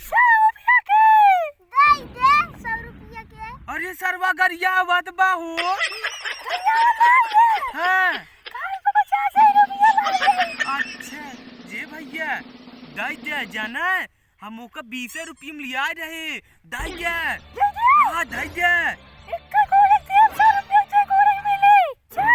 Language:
Awadhi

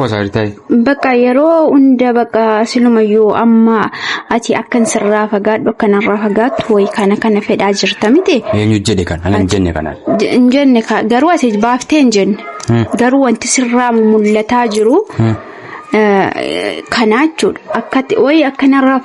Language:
Oromo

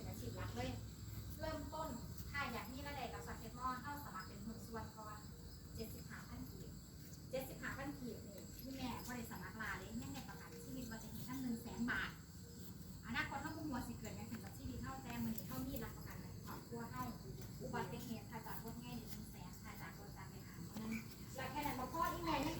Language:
Lao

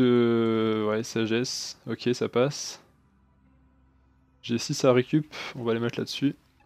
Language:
French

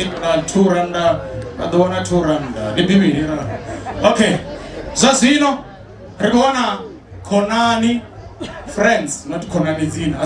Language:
Venda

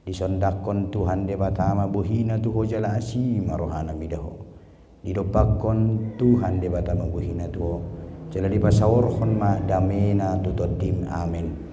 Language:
Batak Toba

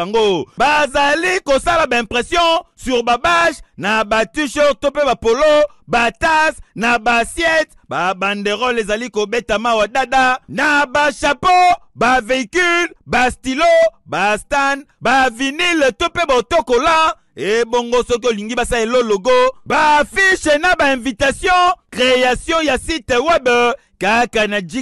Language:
Lingala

